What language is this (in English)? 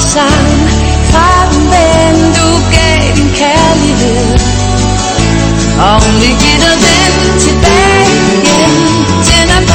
Danish